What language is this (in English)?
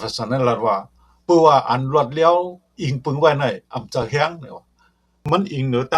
Shan